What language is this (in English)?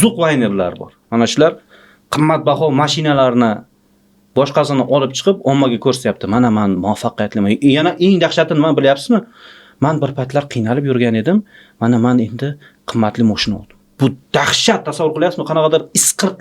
Uzbek